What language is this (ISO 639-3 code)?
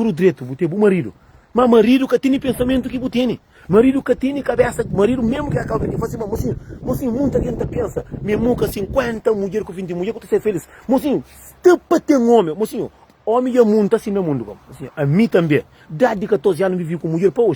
kea